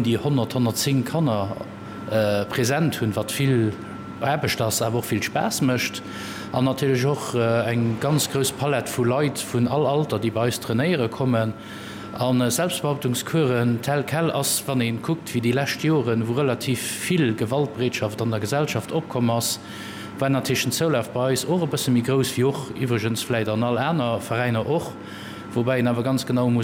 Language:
Luxembourgish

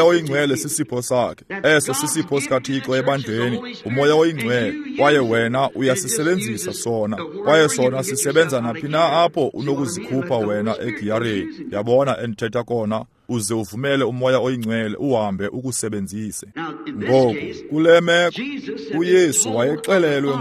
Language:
Xhosa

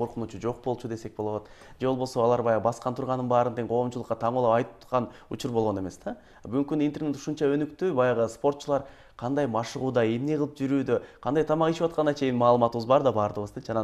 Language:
Kyrgyz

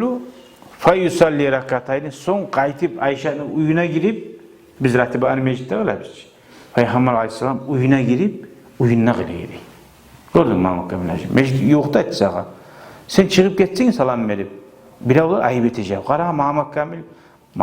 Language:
Kumyk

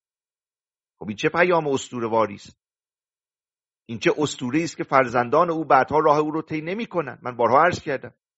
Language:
Persian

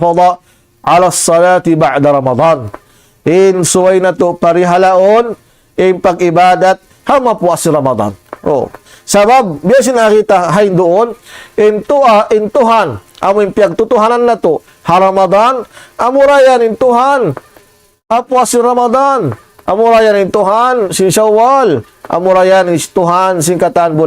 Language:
Tausug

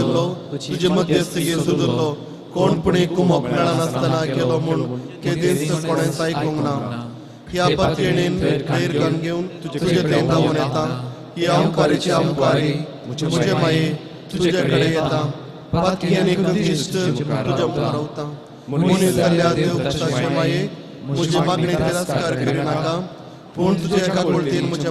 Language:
Konkani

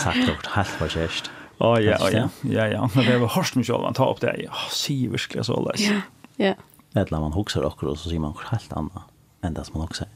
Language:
Faroese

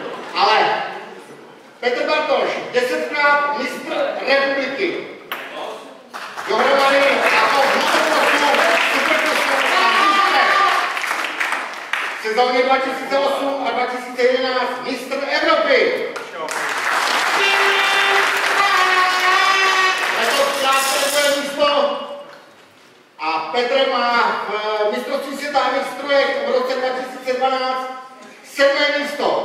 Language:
Czech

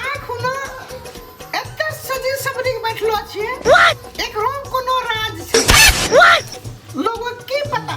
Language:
Maithili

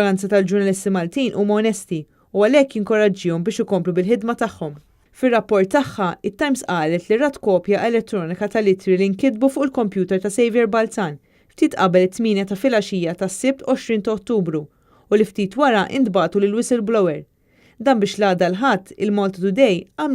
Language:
Maltese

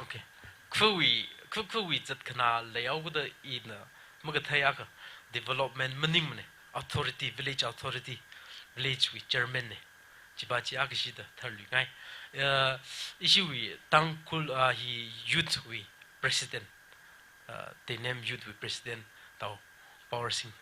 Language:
Tangkhul Naga (India)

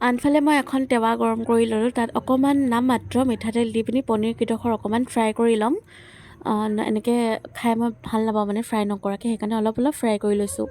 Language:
Assamese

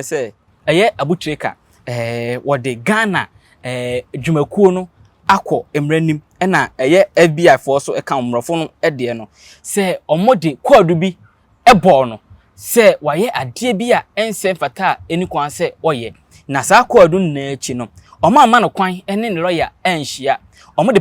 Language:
Akan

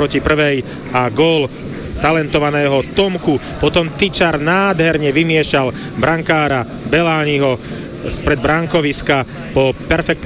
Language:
Slovak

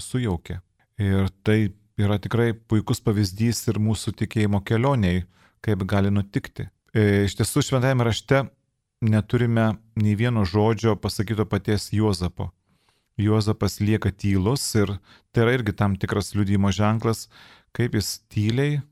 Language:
Lithuanian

